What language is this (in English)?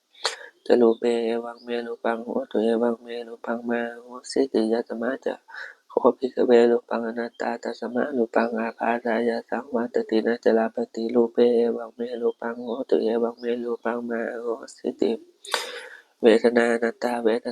Pali